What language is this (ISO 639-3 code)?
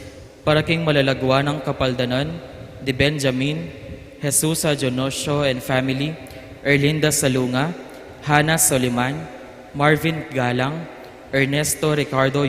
pam